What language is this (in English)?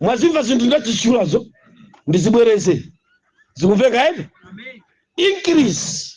Nyanja